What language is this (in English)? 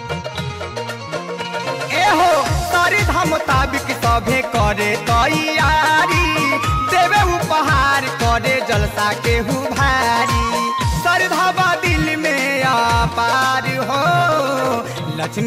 Bhojpuri